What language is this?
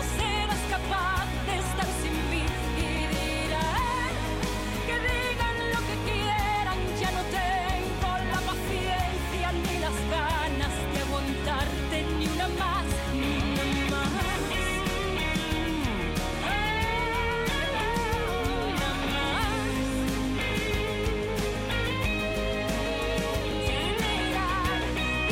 Spanish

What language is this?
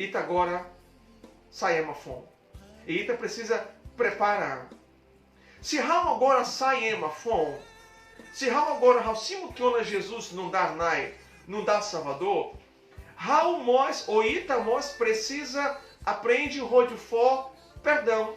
Tetum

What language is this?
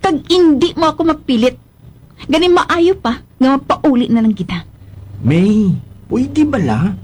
Hiligaynon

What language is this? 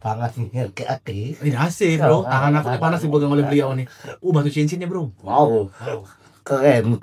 Musi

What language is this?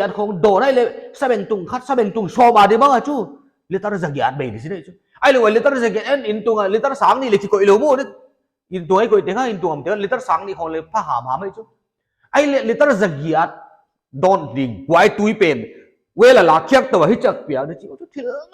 Paite Chin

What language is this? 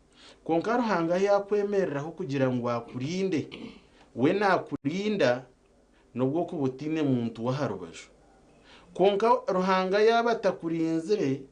Nyankole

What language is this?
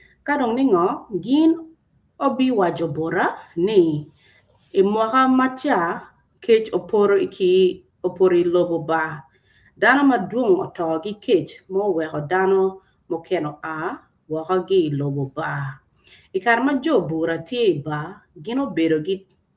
Acoli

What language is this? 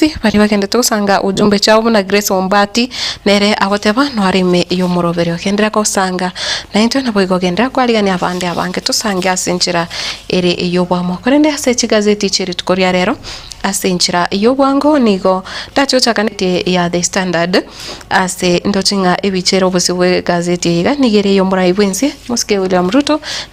Gusii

